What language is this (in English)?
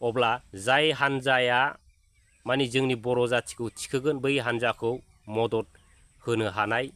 Bodo